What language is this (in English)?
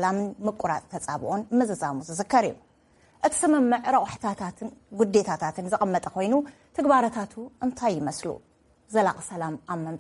Tigrinya